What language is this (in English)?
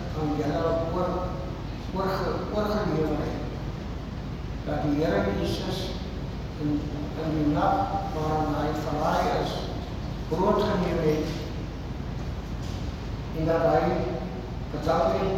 Afrikaans